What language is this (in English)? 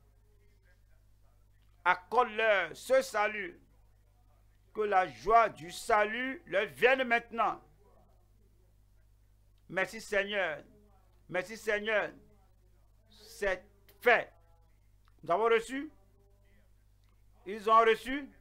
French